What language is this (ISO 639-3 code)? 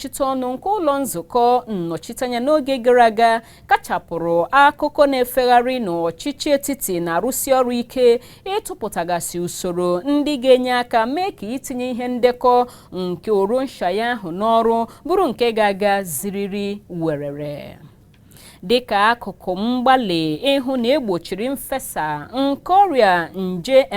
ibo